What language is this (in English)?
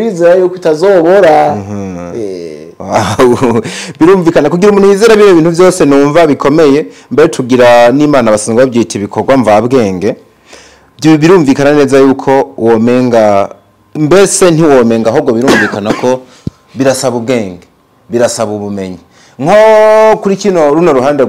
Rundi